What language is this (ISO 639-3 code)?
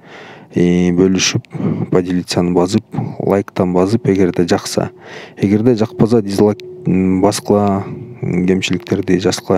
kir